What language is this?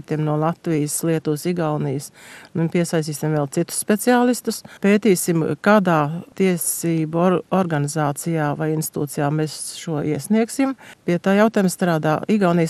Latvian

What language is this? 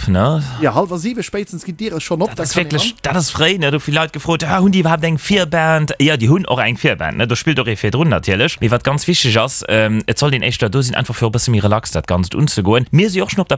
Luxembourgish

